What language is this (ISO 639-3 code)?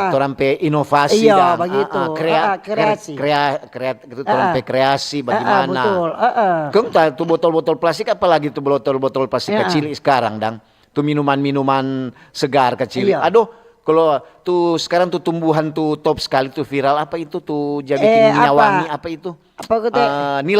xmm